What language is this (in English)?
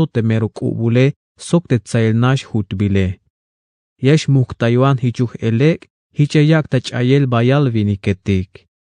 Tzeltal